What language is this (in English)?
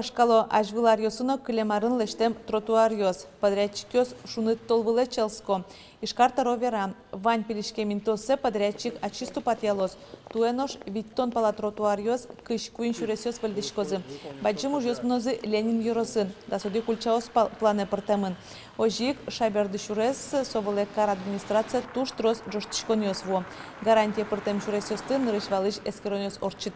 Udmurt